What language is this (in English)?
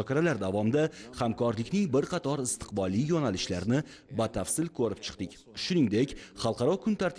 Uzbek